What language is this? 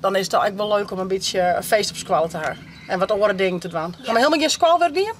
Western Frisian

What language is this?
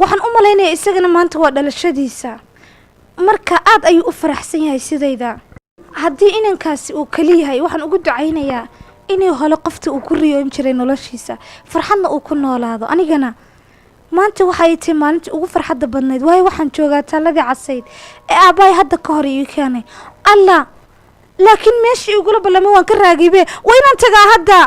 Somali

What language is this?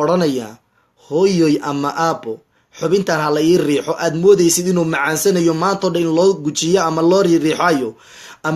Somali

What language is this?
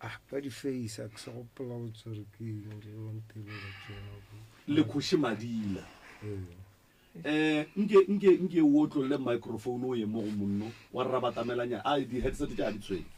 Northern Sotho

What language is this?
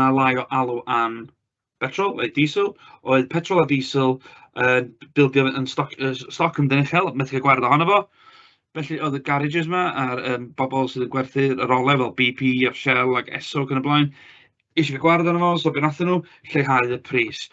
Welsh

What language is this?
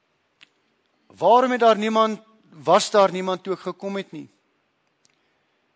Afrikaans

